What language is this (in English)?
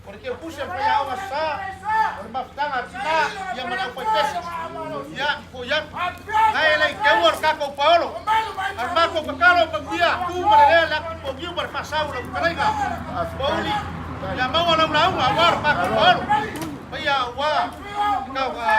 Samoan